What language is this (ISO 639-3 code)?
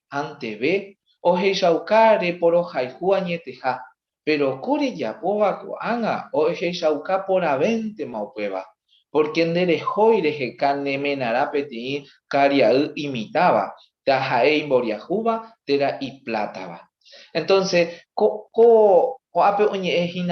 grn